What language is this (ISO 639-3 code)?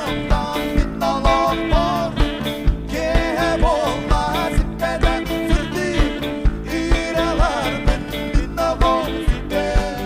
sah